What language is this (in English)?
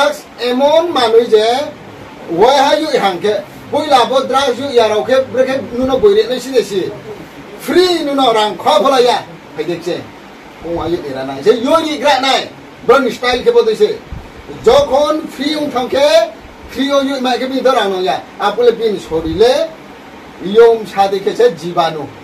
Riang (India)